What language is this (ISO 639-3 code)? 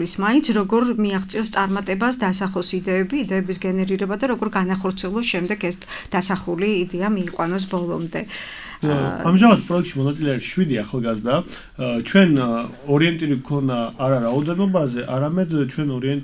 kat